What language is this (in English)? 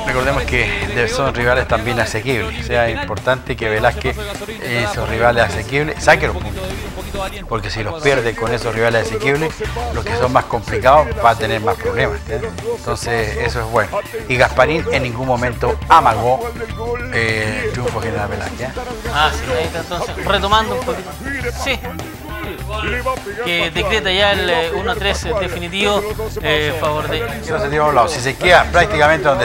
Spanish